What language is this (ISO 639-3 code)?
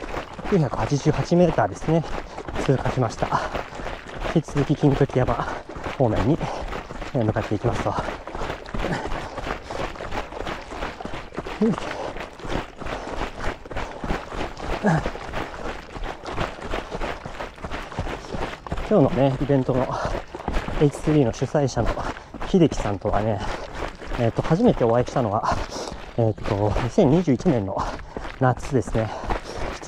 jpn